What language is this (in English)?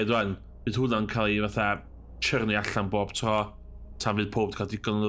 Welsh